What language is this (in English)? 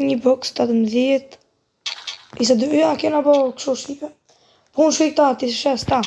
Albanian